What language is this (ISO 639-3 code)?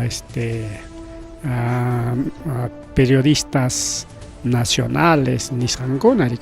quy